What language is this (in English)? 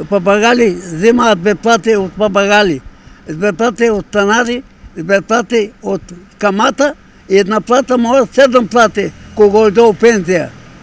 Macedonian